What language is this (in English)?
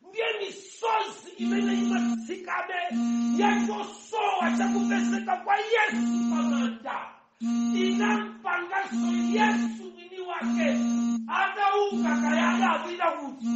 Nyanja